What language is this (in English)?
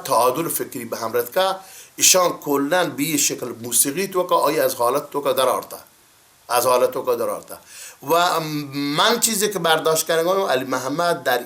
Baluchi